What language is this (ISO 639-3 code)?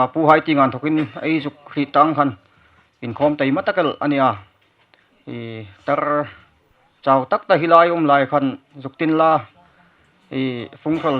hmr